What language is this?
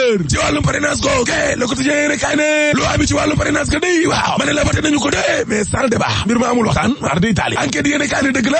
Wolof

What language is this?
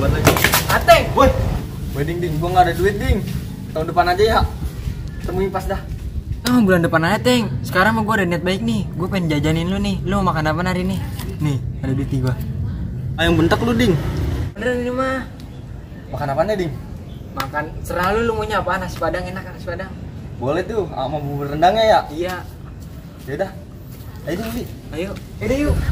Betawi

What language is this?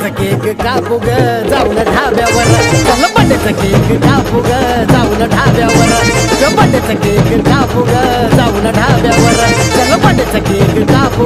Marathi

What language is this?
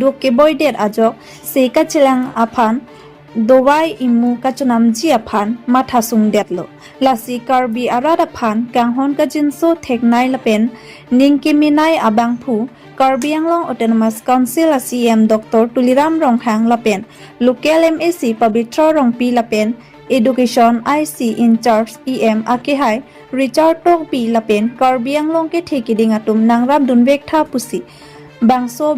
Karbi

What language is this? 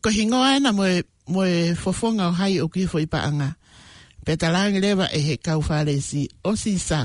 Tongan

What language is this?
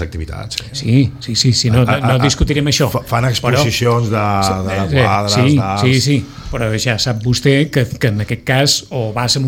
Catalan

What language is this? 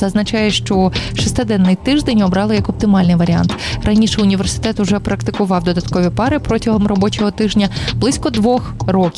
Ukrainian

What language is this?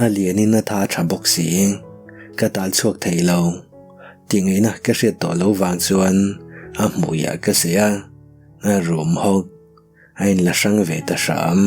Mizo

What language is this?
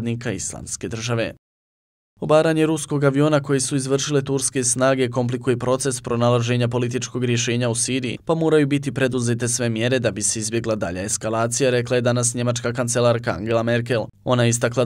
Bosnian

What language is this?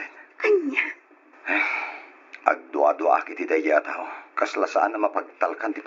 Iloko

